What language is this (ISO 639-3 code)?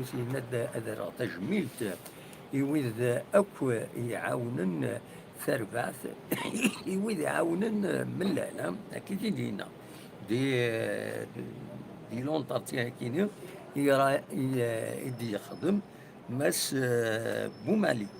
kab